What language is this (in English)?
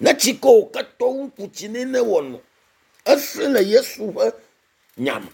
Ewe